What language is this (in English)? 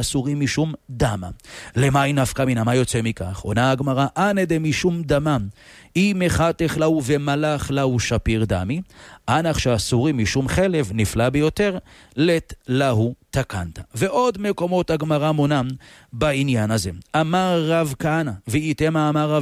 Hebrew